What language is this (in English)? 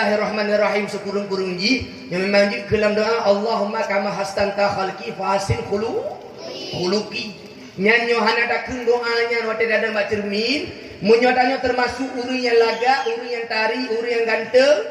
Achinese